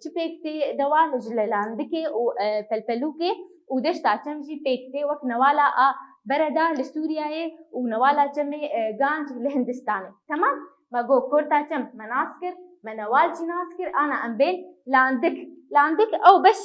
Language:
Kurdish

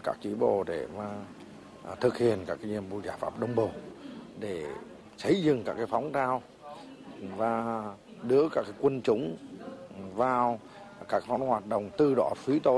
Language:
Vietnamese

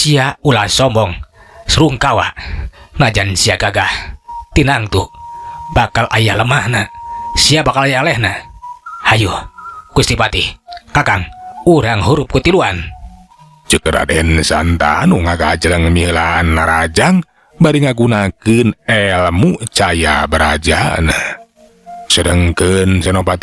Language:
Sundanese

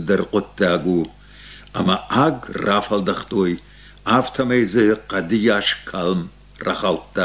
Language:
Ossetic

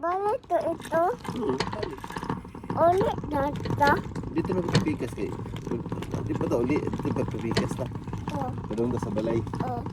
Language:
Cebuano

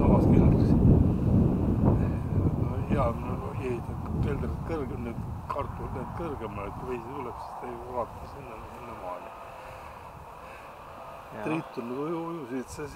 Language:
Estonian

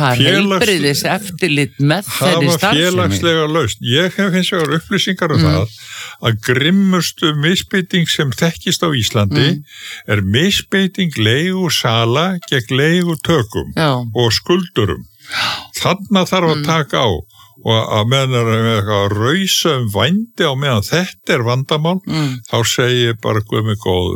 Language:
Icelandic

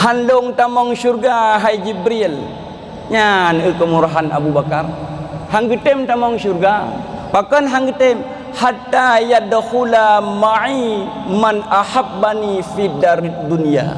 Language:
Achinese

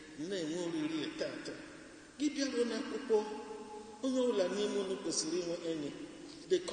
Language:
Igbo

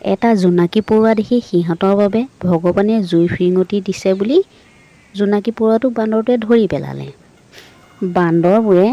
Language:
Assamese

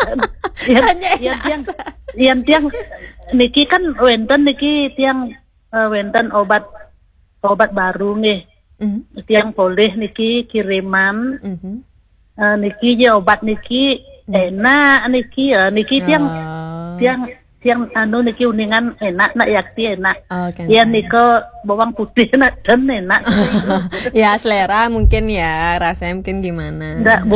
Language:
Balinese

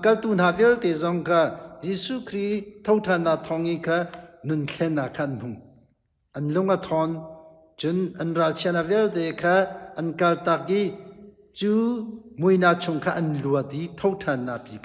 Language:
Hakha Chin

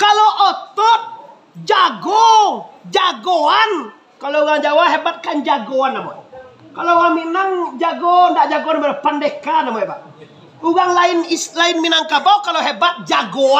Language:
Minangkabau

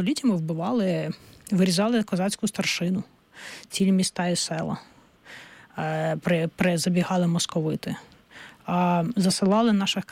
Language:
Ukrainian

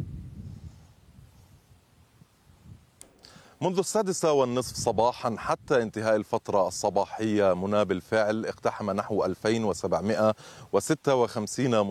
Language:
Arabic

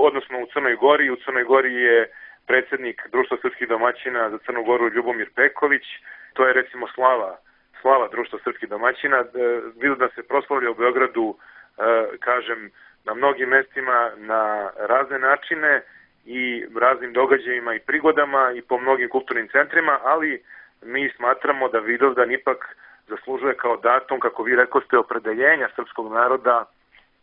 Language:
Serbian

